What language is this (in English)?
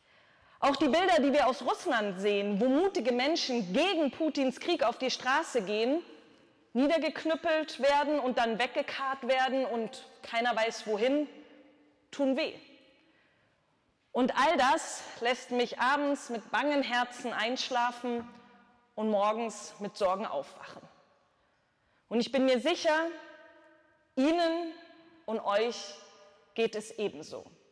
German